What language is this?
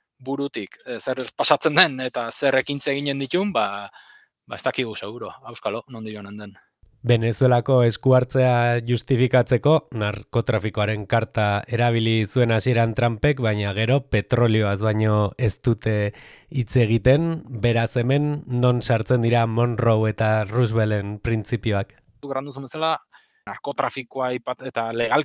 Basque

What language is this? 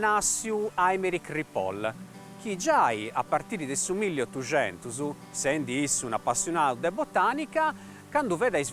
Sardinian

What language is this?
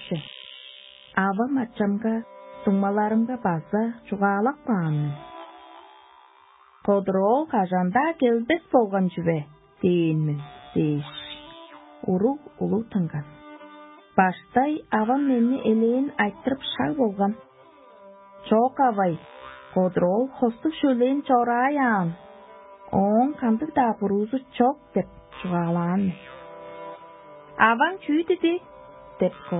Tuvinian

